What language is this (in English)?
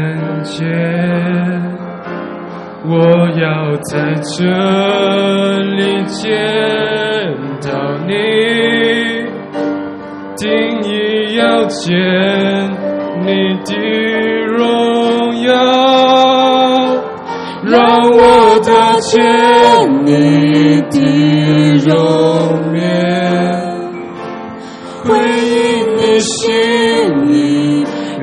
Chinese